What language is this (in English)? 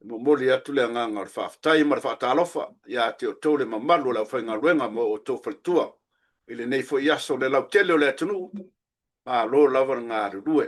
Samoan